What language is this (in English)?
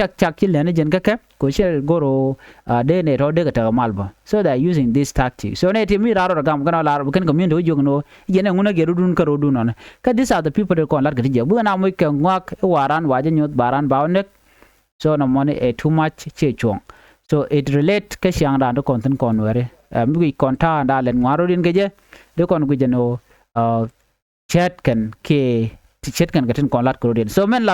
Nuer